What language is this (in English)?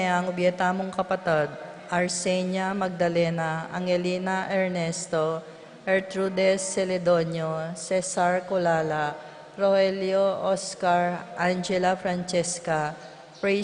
Pampanga